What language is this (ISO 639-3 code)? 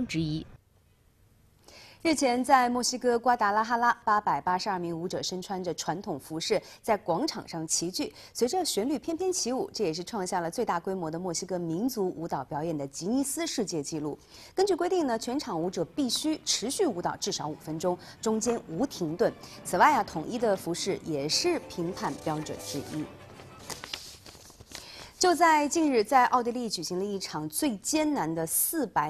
zho